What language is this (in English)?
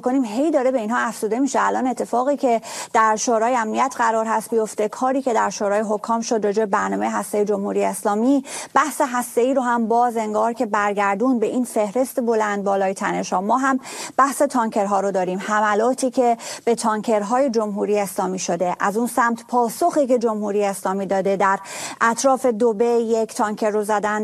Persian